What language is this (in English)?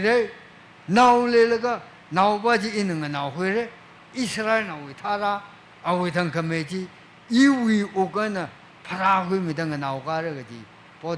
Tangkhul Naga (India)